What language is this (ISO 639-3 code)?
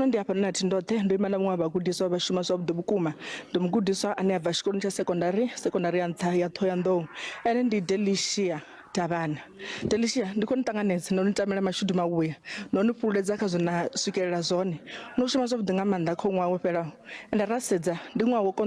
ven